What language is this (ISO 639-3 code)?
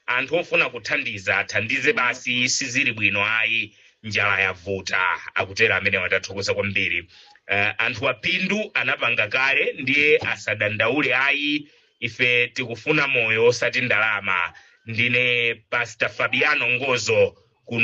nya